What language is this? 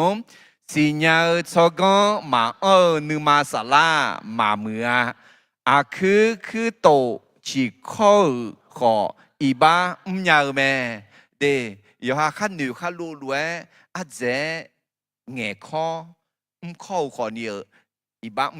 Akha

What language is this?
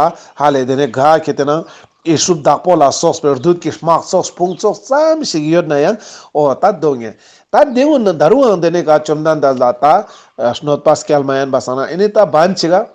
Ladakhi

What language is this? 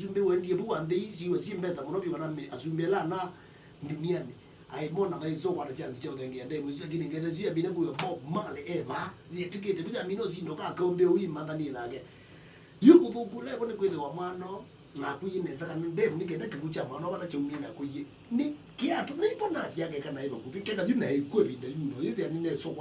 Kamba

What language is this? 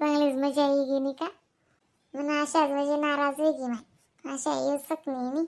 Khandesi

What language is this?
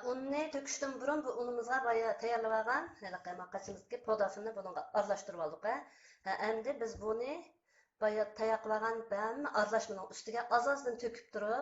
Uyghur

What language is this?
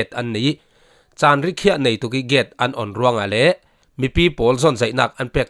Falam Chin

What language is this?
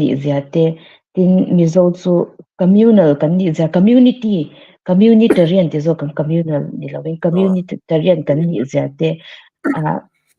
Mizo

